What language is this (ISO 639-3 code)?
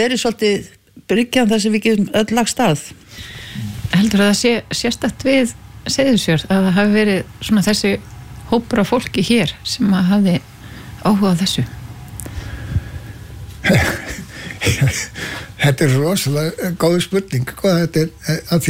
isl